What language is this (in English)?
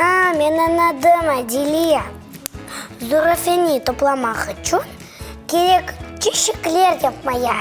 Crimean Tatar